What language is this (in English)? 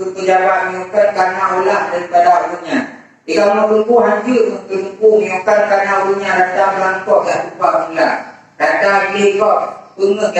Achinese